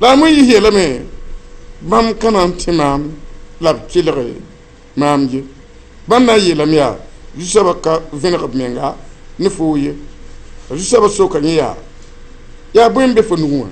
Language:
Mossi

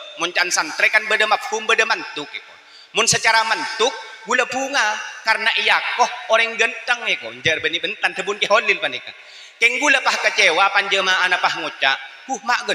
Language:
Madurese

